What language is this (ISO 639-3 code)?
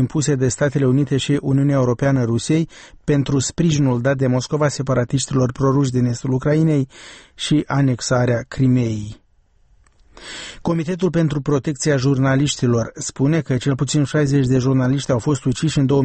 ron